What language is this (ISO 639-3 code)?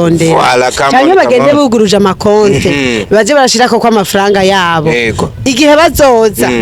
run